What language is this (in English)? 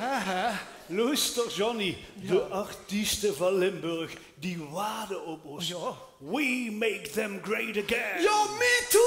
Limburgish